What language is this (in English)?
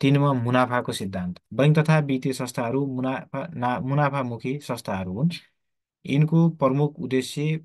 Nepali